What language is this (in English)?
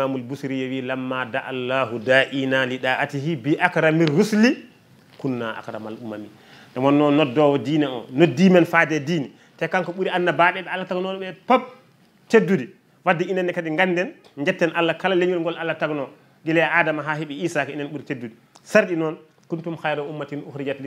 Fula